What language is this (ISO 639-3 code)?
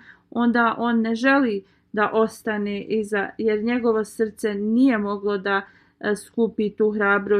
bos